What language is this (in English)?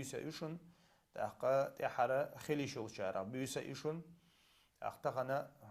Chechen